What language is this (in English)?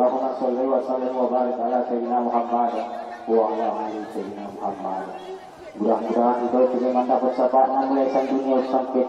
Batak Angkola